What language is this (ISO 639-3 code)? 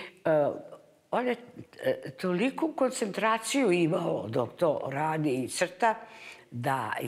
srp